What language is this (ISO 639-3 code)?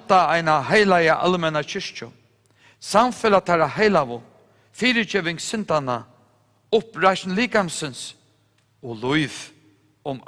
fao